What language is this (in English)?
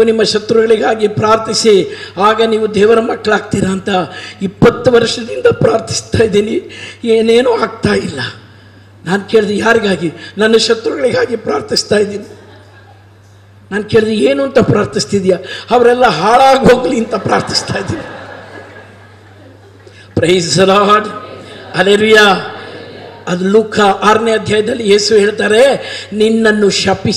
Kannada